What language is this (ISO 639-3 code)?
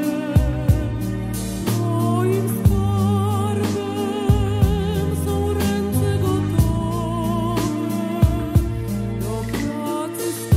pol